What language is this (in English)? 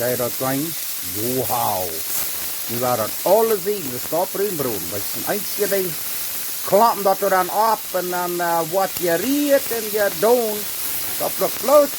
Plautdietsch